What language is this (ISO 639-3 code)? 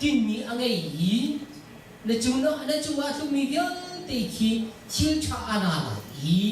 cnh